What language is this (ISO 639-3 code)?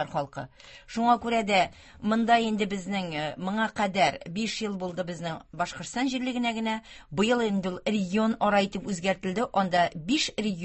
tat